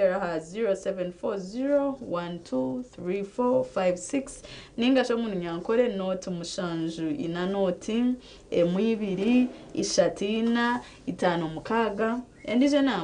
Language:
Nyankole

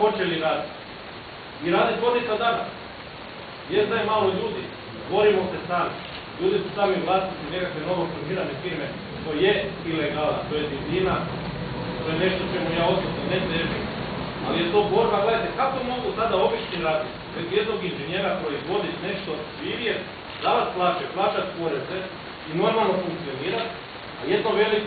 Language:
Croatian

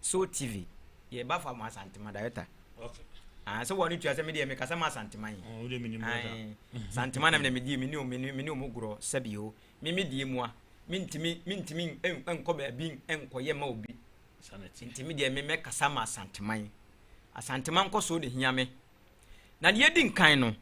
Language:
Akan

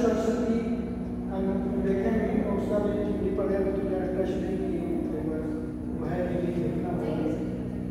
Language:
Hindi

